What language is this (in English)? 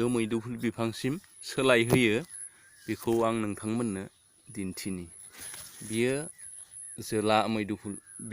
Bodo